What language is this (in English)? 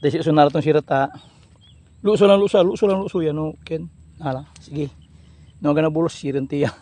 Pangasinan